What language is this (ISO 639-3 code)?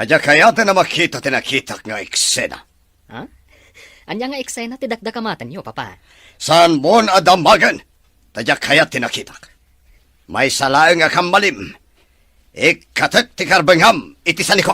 ilo